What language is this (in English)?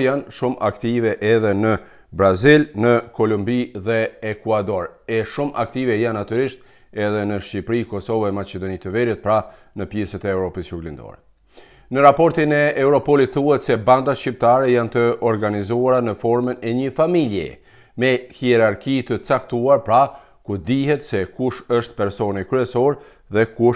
Albanian